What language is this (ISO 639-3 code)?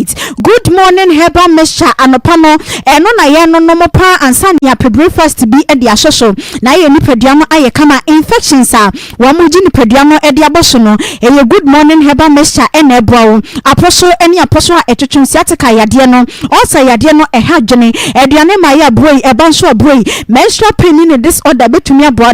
aka